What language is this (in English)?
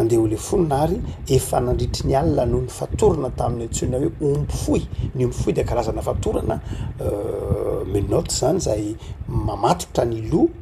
Malagasy